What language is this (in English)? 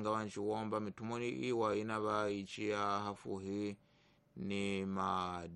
Tsonga